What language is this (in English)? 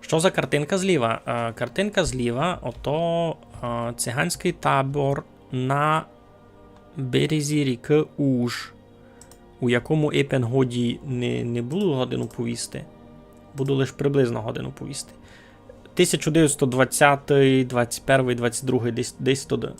Rusyn